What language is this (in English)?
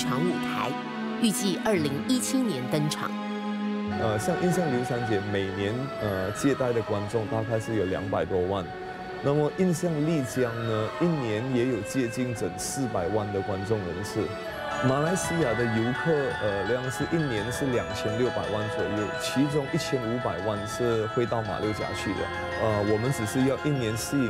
Chinese